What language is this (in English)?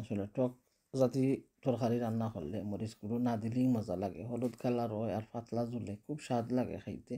Sylheti